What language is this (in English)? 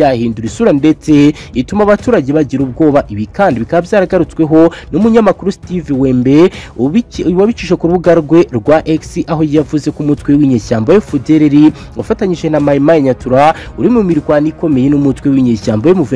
Kinyarwanda